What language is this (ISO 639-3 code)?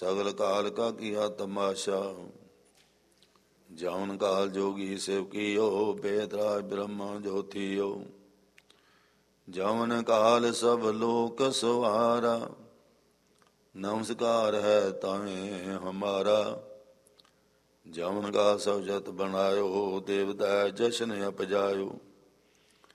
pan